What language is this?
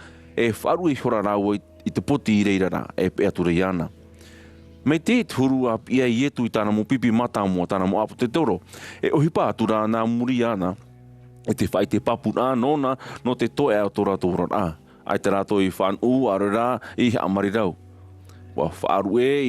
Tahitian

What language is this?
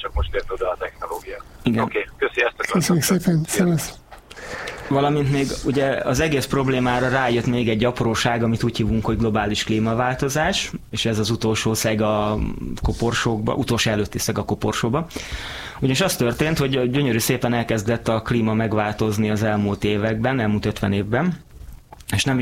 Hungarian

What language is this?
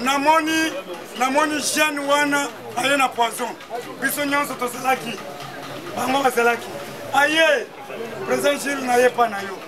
Lingala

